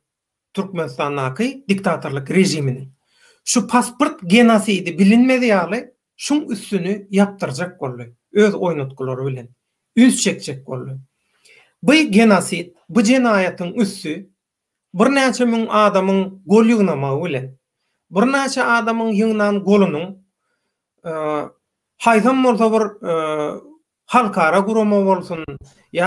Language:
Turkmen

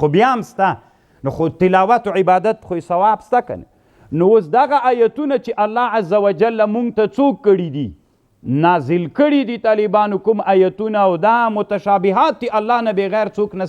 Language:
Pashto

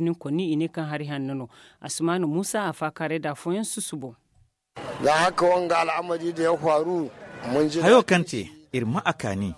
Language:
Zarma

